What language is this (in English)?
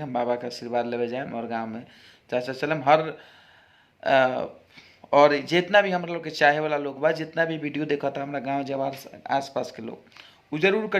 Bhojpuri